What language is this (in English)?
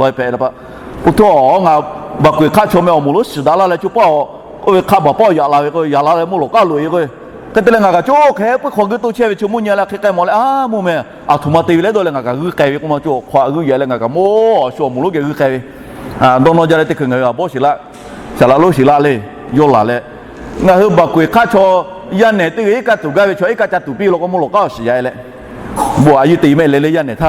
Lahu